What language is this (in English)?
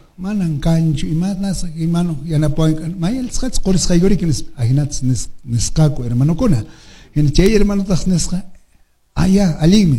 Quechua